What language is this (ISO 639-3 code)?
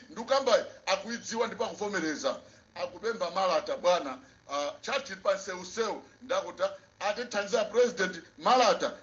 nya